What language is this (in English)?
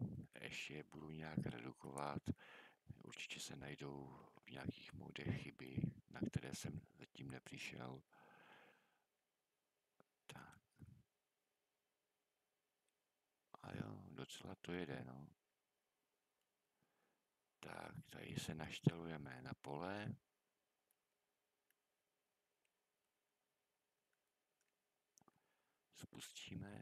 Czech